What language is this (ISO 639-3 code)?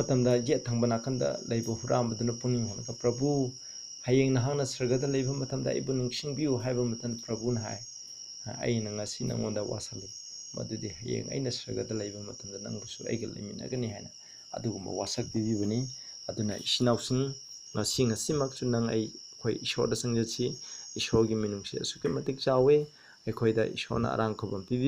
mni